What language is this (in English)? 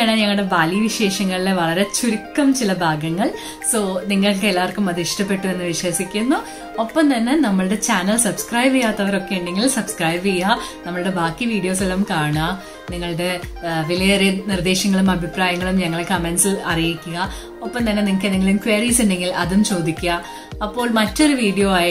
Malayalam